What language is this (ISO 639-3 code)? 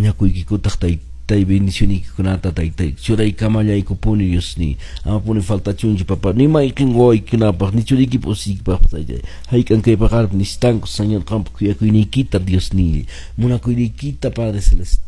que